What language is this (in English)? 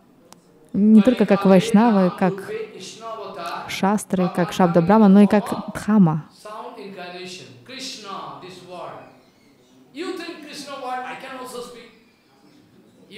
Russian